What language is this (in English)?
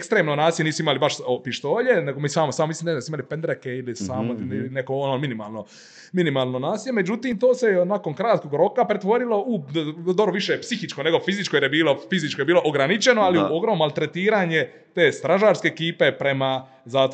Croatian